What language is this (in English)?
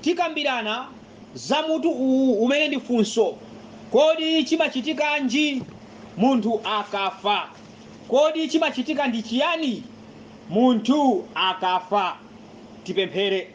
Nyanja